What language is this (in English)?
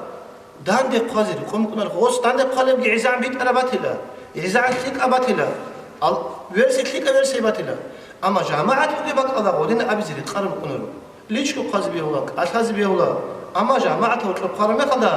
Avaric